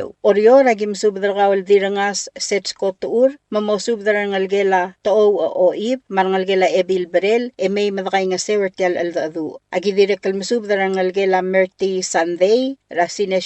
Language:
Palauan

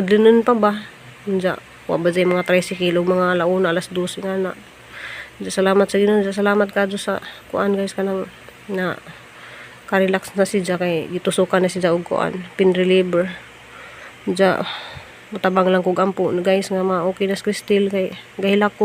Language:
Cebuano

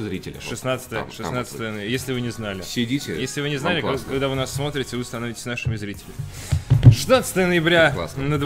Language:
Russian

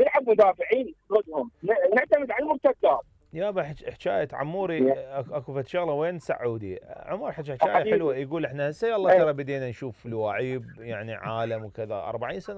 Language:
Mesopotamian Arabic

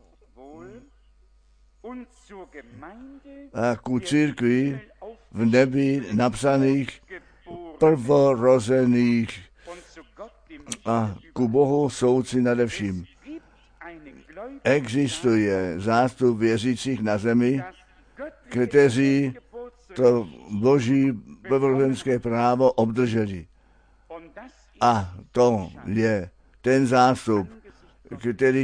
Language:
Czech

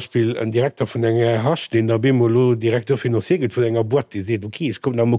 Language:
Luxembourgish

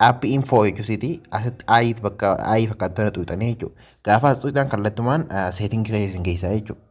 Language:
Oromo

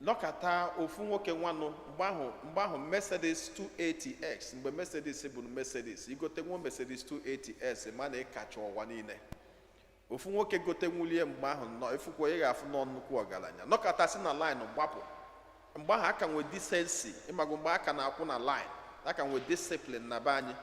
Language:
Igbo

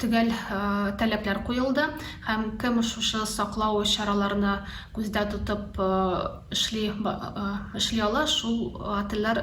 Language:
Tatar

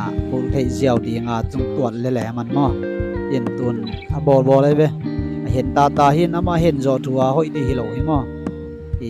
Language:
Tedim Chin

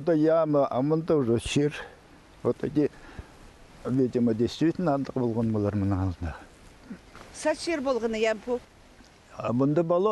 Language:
Khakas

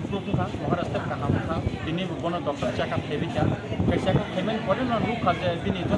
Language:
Kok Borok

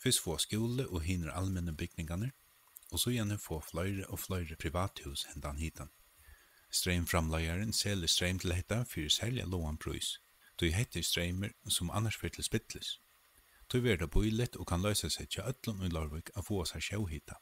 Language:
Faroese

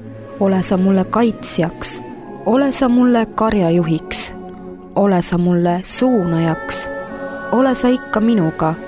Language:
Estonian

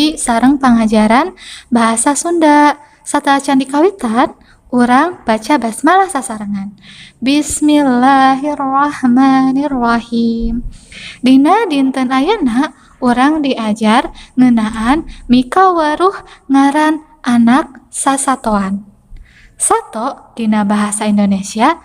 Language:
Sundanese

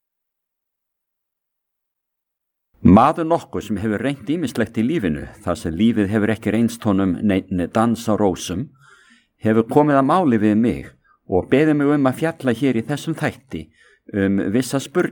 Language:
Icelandic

